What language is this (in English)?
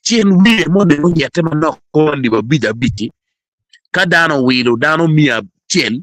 Acoli